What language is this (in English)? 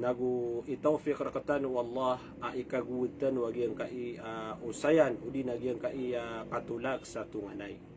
Maranao